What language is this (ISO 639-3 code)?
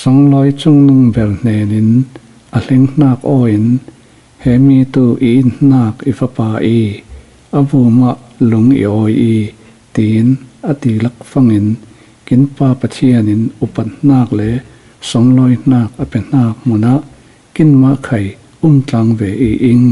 cfm